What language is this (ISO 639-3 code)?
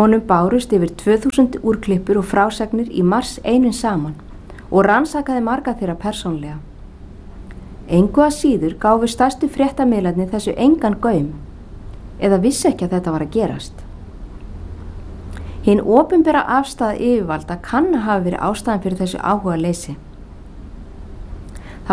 isl